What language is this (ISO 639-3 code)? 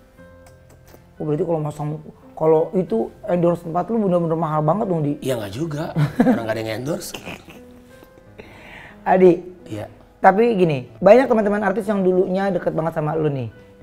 ind